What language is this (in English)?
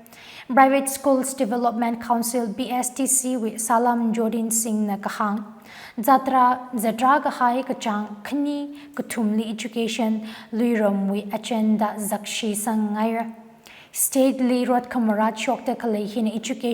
Tangkhul Naga (India)